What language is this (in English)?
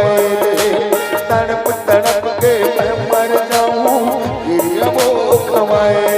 Chhattisgarhi